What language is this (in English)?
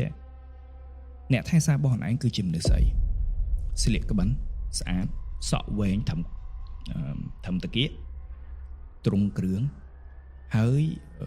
Khmer